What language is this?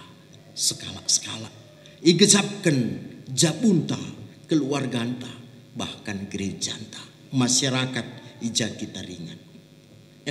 Batak Karo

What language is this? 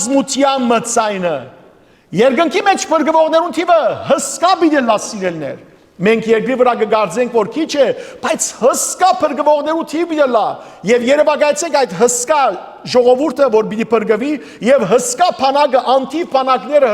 Western Armenian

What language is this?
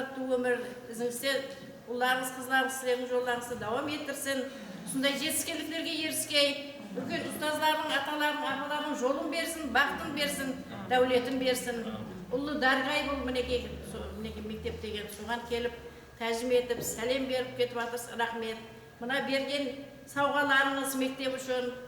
Kara-Kalpak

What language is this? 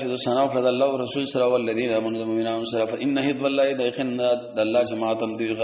Pashto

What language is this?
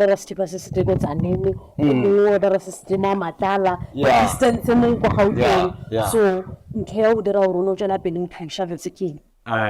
Northern Sotho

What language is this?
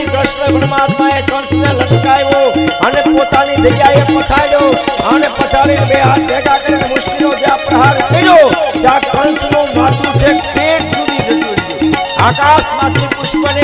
Gujarati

